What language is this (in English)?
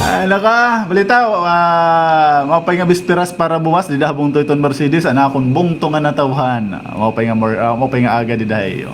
Waray